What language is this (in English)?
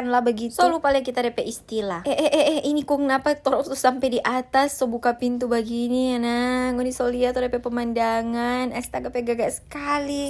Manado Malay